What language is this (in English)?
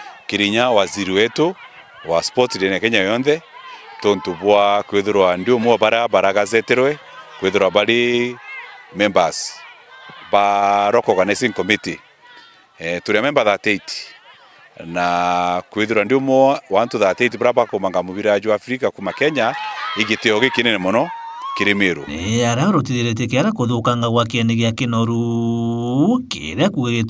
Meru